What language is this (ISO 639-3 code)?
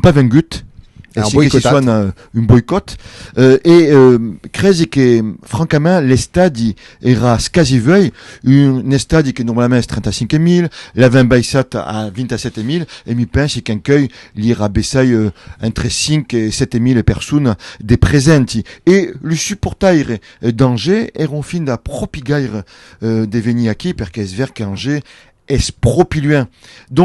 oci